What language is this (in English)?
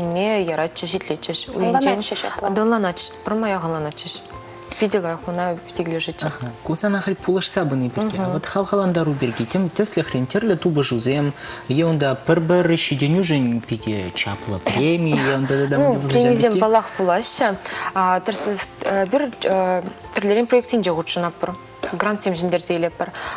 Chuvash